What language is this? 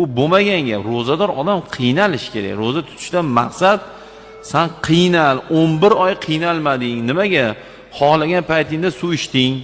Uzbek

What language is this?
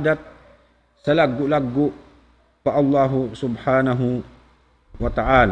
Tausug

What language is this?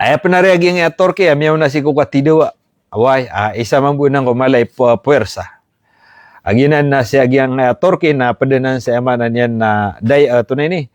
Maranao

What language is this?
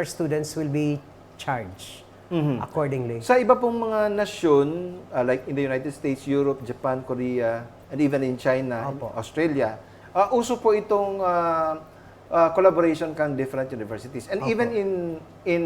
Bikol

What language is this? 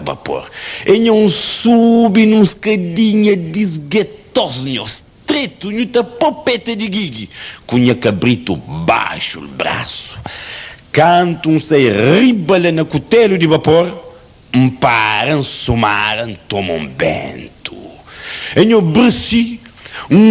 Kabuverdianu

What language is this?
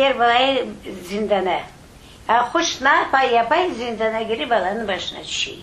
Crimean Tatar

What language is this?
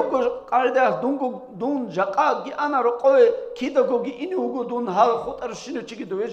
Avaric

